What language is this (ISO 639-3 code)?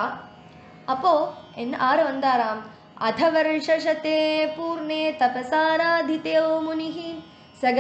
tam